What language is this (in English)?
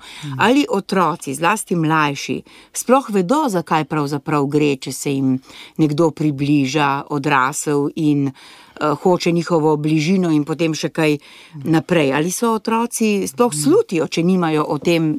Slovenian